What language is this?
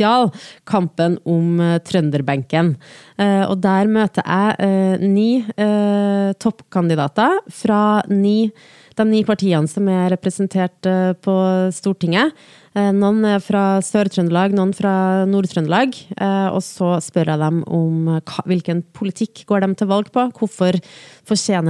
Norwegian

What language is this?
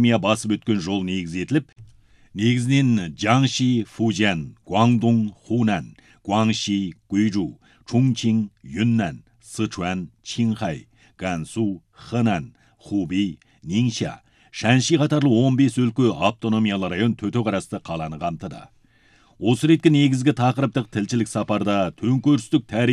Kazakh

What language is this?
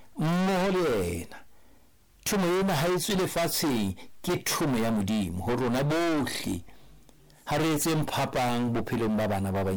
Southern Sotho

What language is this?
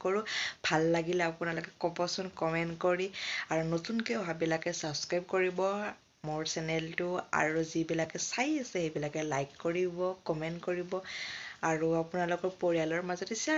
Assamese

